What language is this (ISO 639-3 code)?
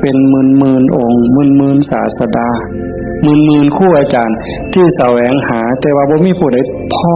tts